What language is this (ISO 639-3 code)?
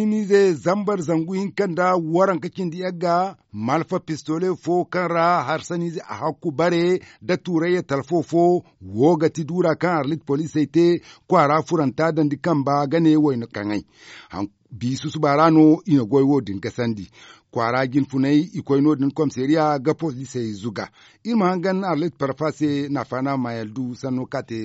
dje